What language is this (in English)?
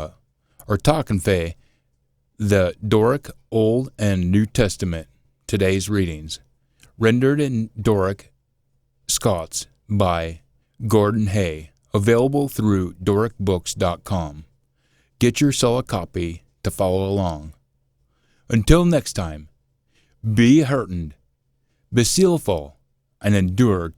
Scots